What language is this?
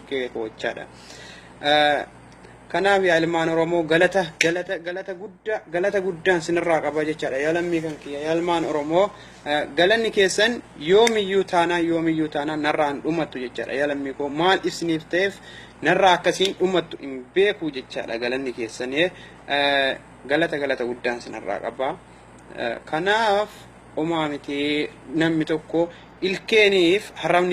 Oromo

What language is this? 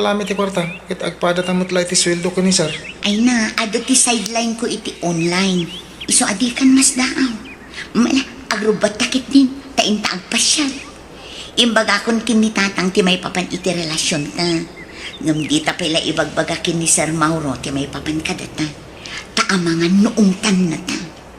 Iloko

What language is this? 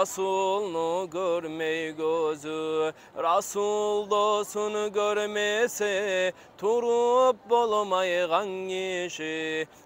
Kumyk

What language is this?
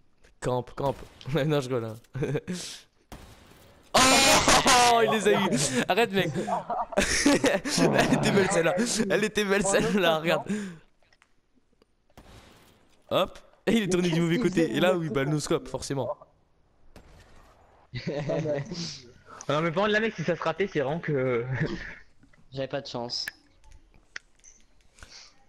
French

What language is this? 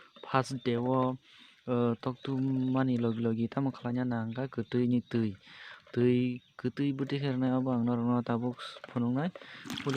Kok Borok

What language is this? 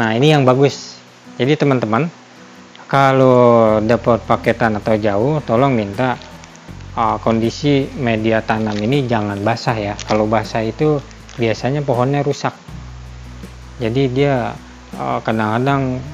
Indonesian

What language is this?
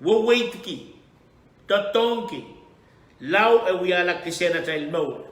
Pohnpeian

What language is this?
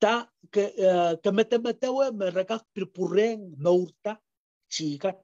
Pohnpeian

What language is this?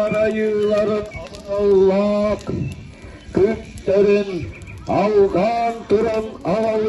Yakut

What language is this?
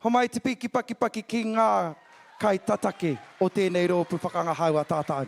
Māori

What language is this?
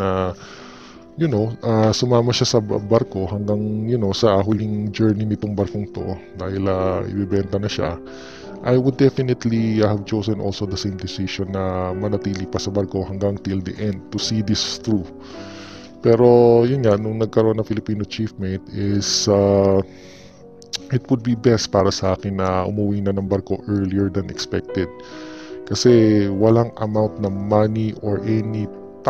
Filipino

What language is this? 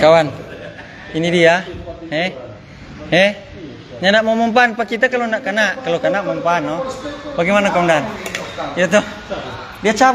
Manado Malay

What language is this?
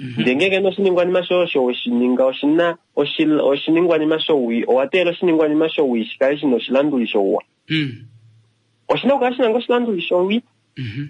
Kuanyama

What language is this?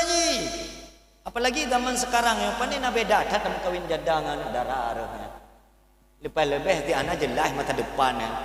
Achinese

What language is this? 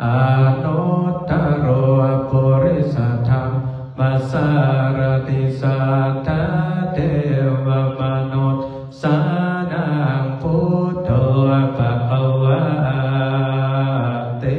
Pali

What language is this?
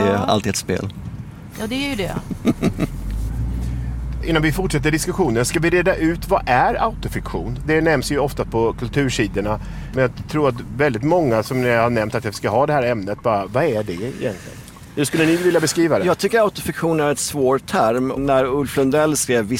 Swedish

